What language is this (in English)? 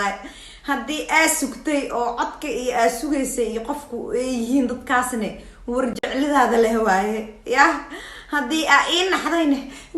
Somali